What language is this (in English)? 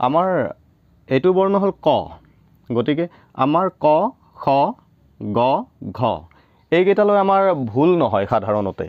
Assamese